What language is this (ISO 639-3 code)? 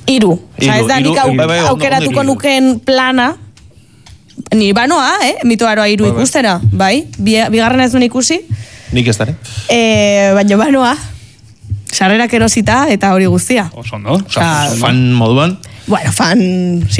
eus